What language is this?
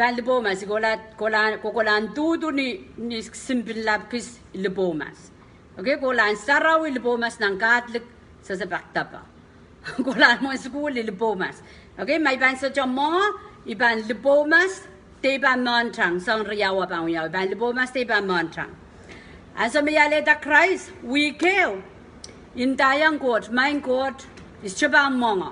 Pohnpeian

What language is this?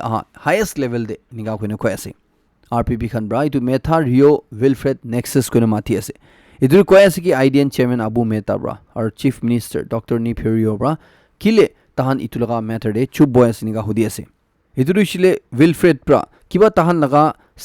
Naga Pidgin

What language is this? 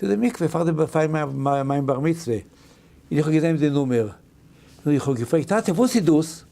Yiddish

